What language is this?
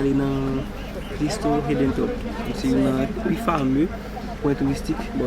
Haitian Creole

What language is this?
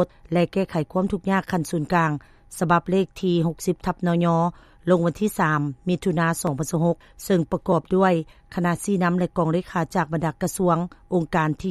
Lao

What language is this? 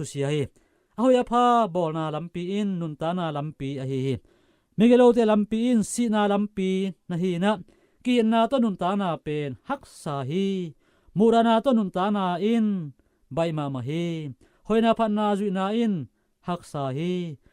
Tedim Chin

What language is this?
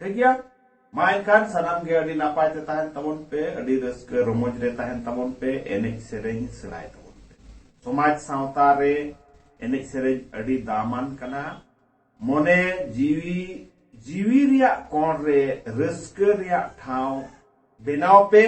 Santali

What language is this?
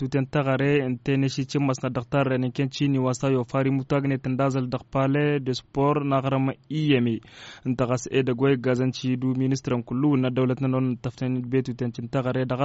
Tamasheq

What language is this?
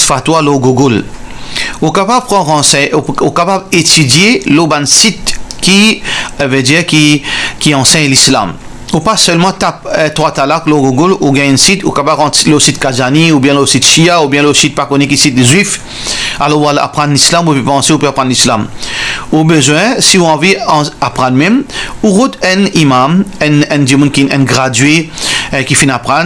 Morisyen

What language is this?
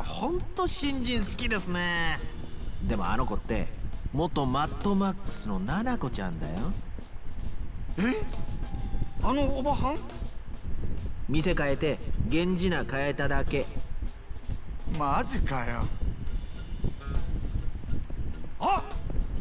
Japanese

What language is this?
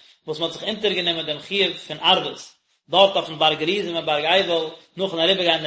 Yiddish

